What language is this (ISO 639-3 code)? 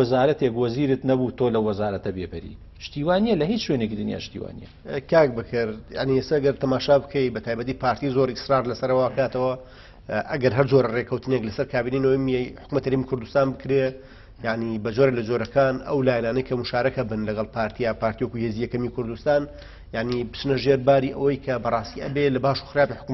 ckb